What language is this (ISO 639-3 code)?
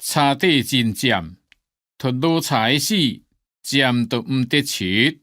hak